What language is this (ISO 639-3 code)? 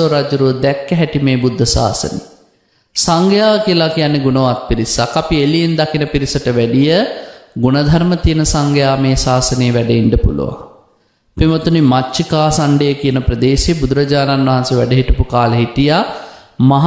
sin